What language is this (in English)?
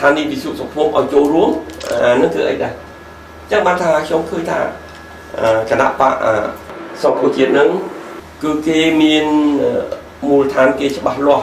Khmer